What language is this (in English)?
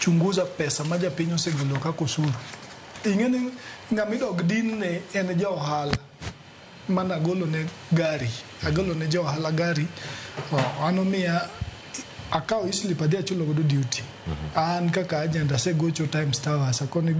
Luo (Kenya and Tanzania)